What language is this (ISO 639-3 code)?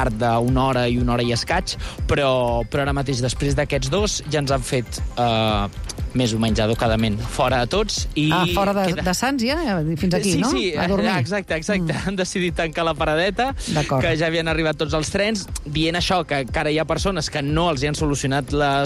cat